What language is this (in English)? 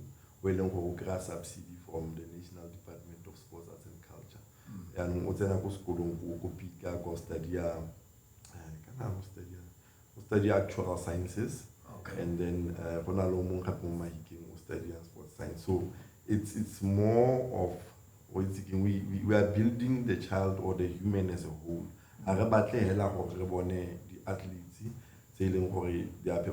Tswana